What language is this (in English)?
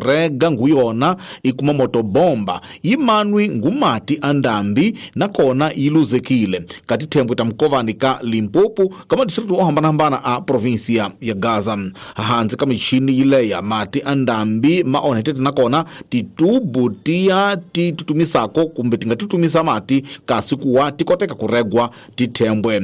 Tsonga